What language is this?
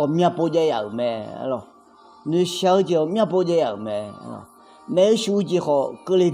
Akha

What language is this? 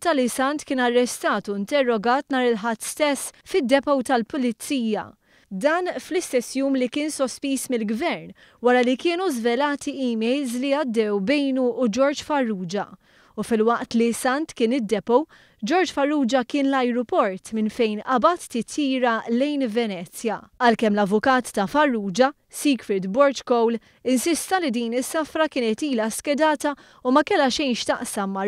Maltese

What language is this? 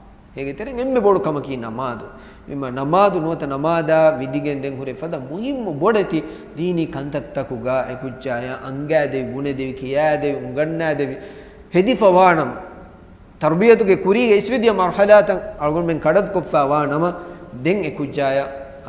Divehi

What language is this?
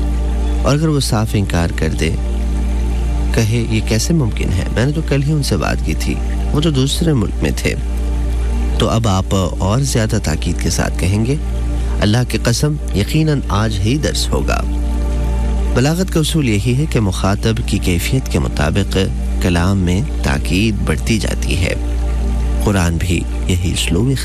Urdu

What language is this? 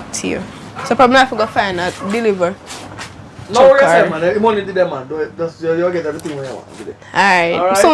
Jamaican Creole English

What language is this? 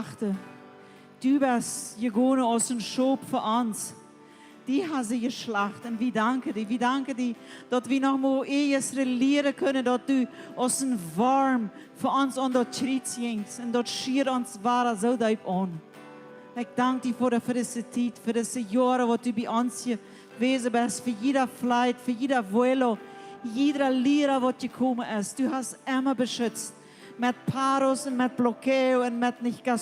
Plautdietsch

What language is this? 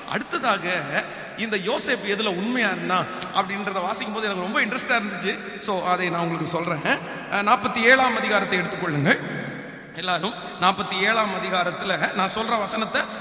Tamil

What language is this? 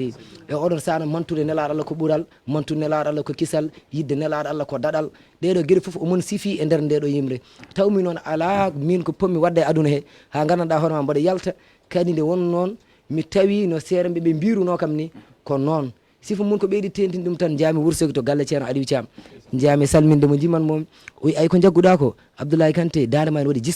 Fula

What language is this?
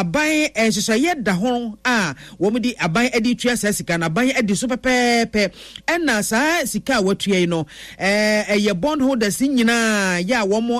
Akan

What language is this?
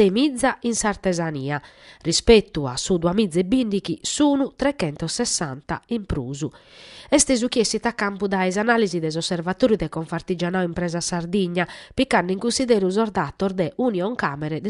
Sardinian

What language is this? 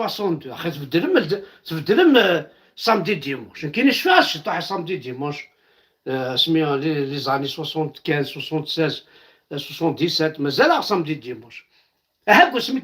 Kabyle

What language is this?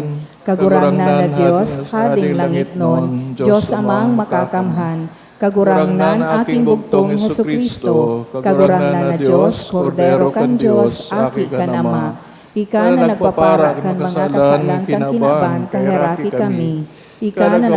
Bikol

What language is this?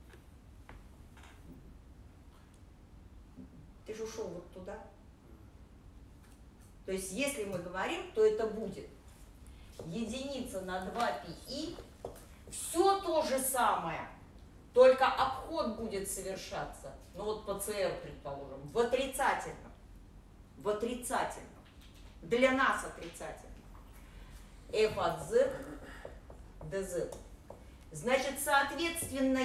Russian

